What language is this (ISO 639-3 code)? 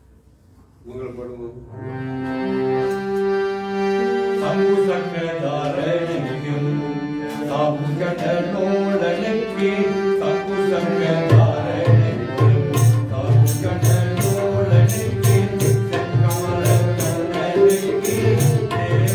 tam